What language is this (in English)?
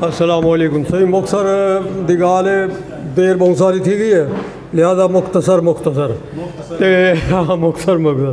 Saraiki